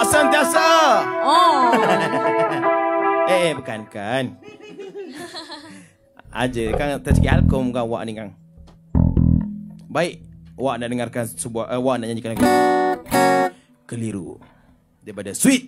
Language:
Malay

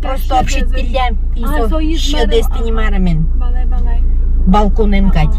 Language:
Udmurt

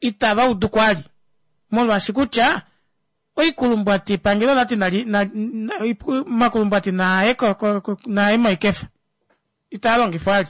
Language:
Kuanyama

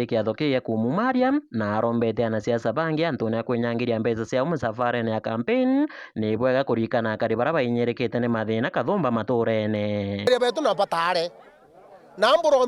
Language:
Meru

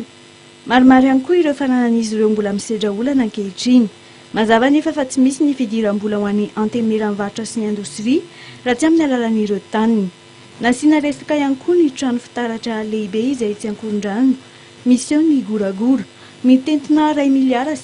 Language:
Malagasy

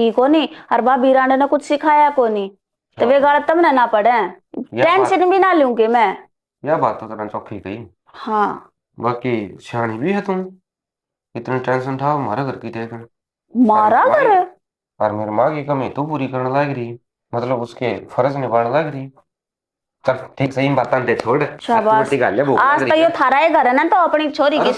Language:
Haryanvi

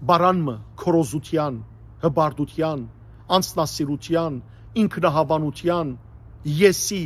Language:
Western Armenian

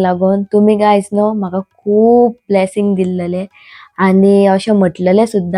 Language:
Konkani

